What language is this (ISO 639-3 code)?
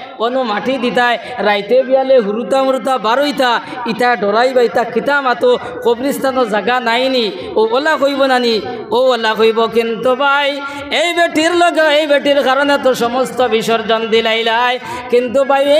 syl